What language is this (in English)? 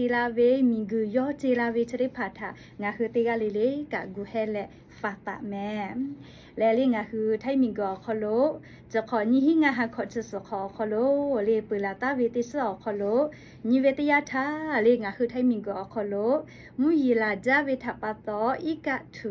Lahu